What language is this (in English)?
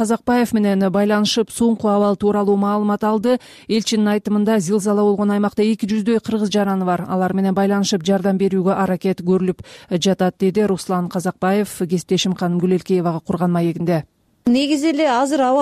Kyrgyz